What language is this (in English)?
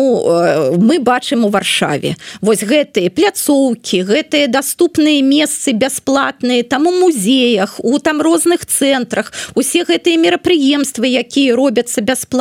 Belarusian